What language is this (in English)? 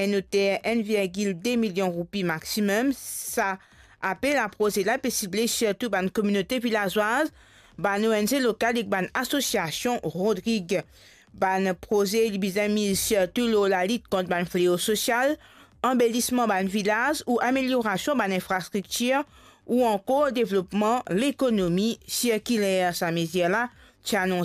Morisyen